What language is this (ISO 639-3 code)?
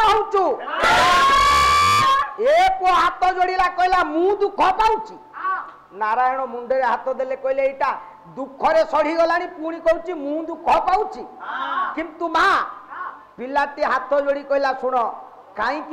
ori